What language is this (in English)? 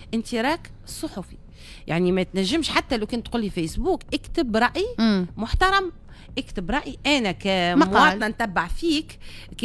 Tunisian Arabic